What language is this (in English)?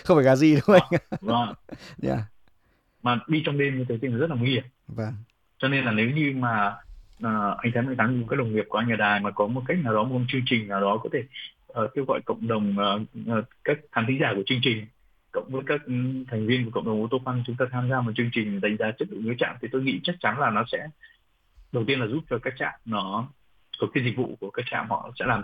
Vietnamese